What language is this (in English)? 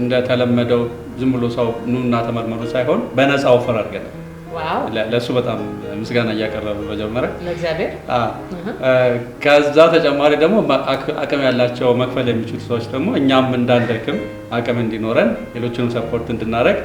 Amharic